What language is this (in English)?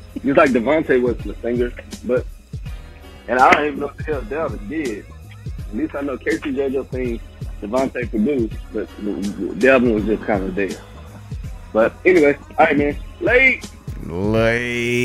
English